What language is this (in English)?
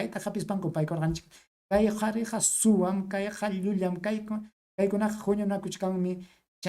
Ayacucho Quechua